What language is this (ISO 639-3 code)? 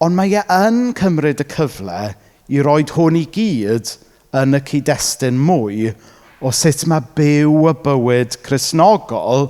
cym